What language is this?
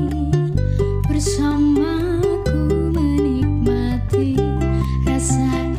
Indonesian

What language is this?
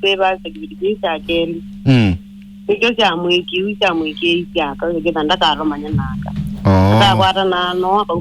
Kamba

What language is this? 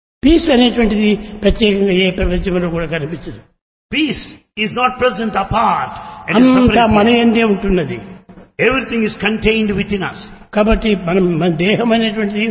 Telugu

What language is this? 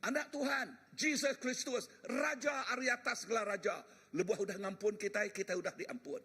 Iban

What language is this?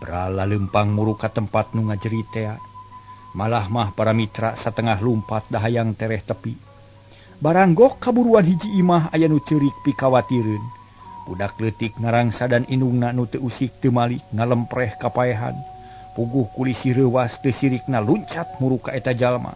Sundanese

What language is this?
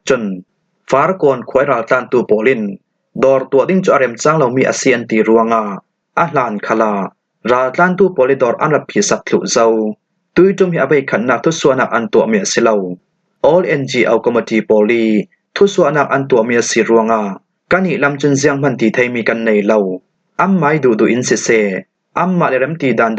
Falam Chin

